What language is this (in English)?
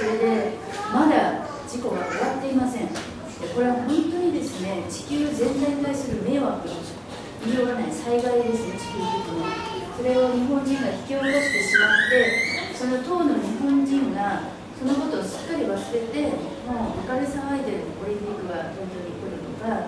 Japanese